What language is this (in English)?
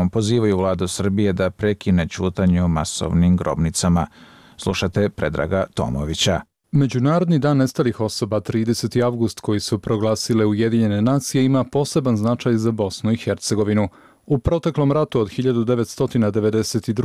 Croatian